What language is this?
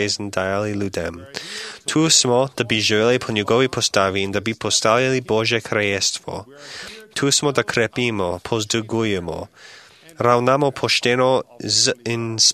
Slovenian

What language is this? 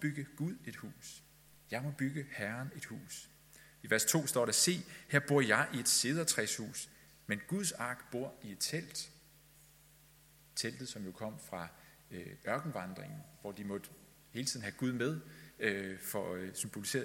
Danish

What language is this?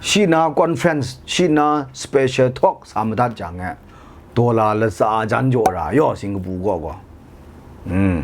Kachin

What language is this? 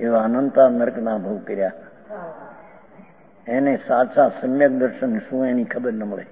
Gujarati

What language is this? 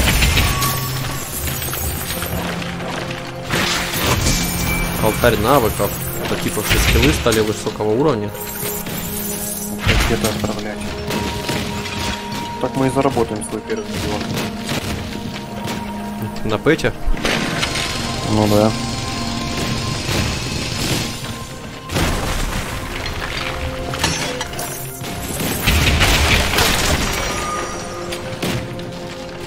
Russian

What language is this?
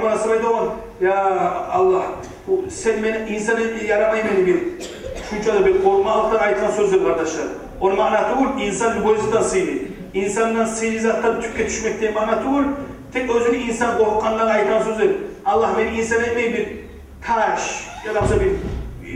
Kumyk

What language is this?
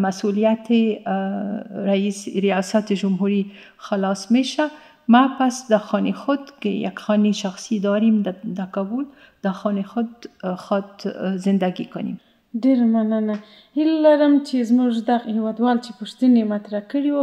Persian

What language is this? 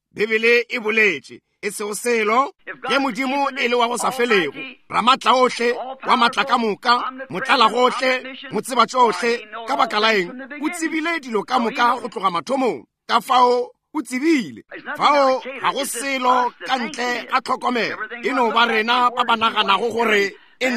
Northern Sotho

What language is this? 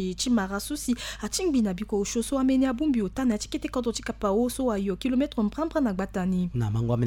Sango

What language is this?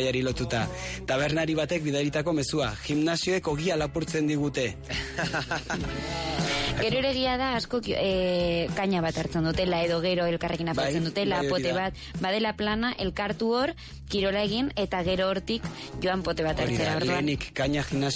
Basque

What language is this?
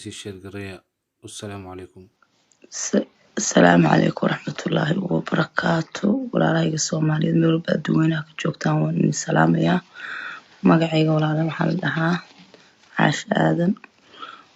Somali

